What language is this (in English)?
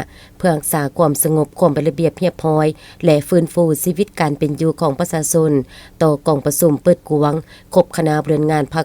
Lao